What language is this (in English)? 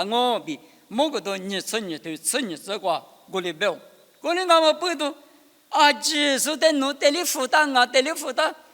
Lisu